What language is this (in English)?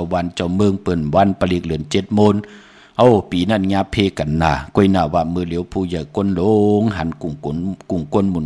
Shan